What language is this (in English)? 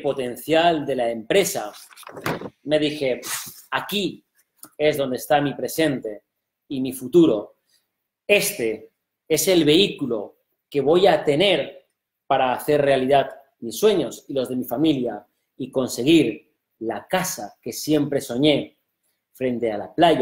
Spanish